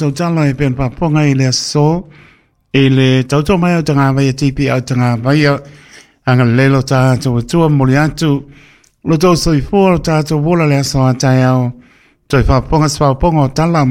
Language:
Samoan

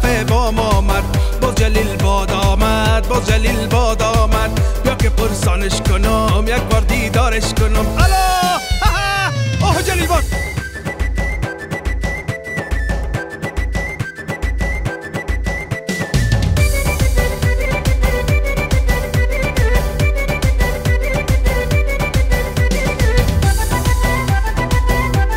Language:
Persian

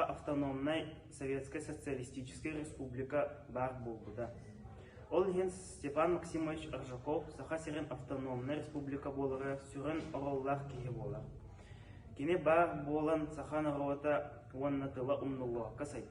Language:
Yakut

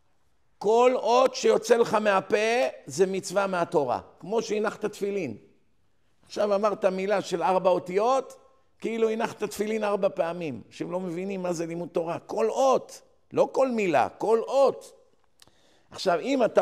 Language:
Hebrew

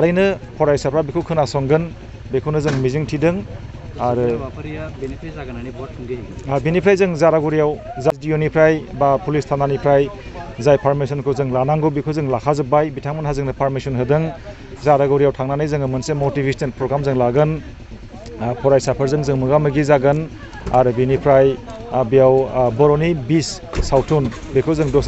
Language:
Bodo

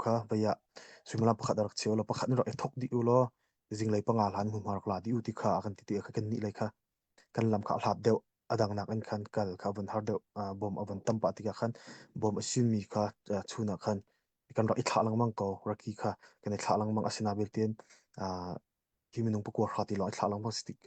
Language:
Hakha Chin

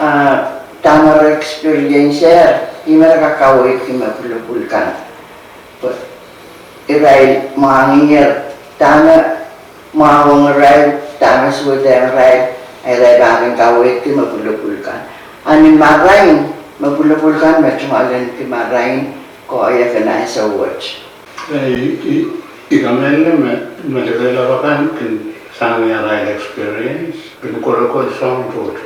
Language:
Pohnpeian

